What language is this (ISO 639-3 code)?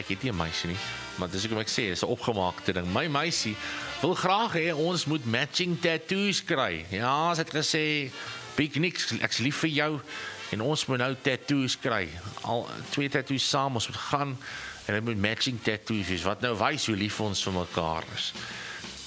afr